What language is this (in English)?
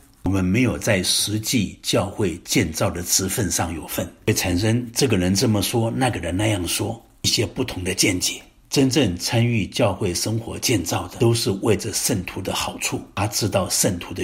Chinese